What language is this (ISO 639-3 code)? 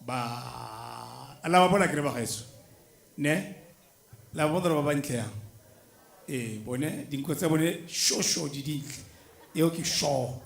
tsn